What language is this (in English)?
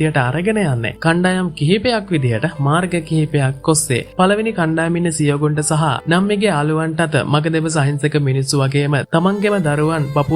Sinhala